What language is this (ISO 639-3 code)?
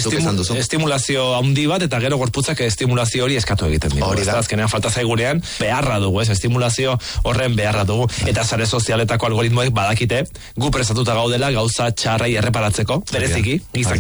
eus